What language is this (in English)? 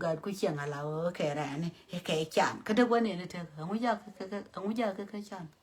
Nuer